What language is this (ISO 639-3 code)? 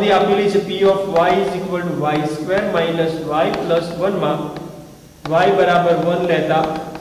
guj